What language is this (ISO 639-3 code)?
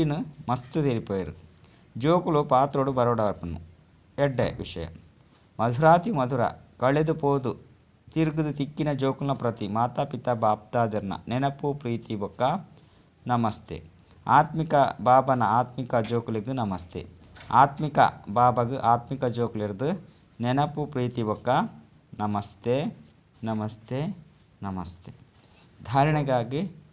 tcy